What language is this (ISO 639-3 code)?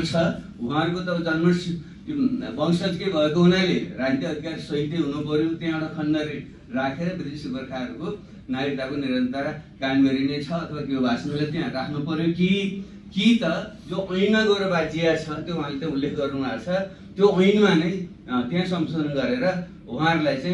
nep